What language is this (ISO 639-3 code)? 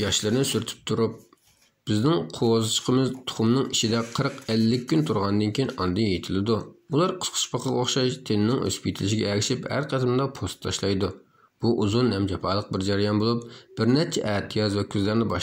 uig